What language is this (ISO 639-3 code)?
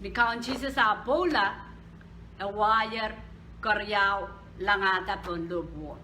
pon